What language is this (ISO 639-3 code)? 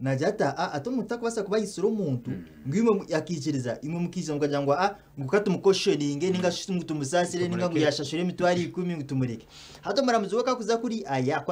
nyn